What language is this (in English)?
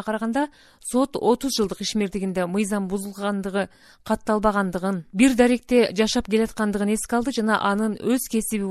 Kyrgyz